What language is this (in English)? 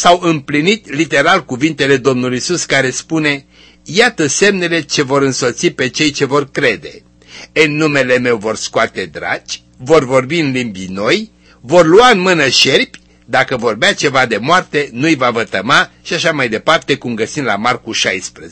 Romanian